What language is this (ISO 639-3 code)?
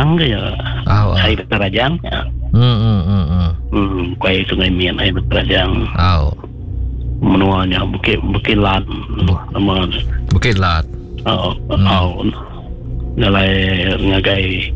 iba